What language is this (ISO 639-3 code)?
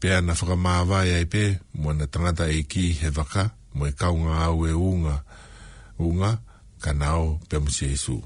ton